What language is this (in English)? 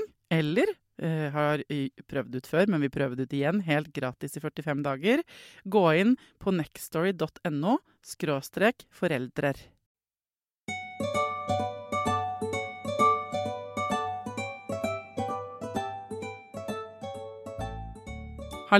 Norwegian